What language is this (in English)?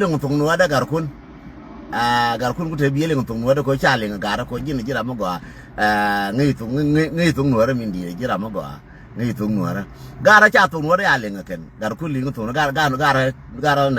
Nuer